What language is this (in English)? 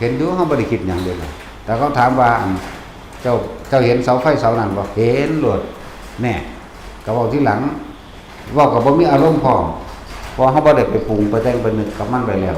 Lao